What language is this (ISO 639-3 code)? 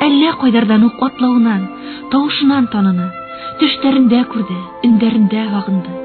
bak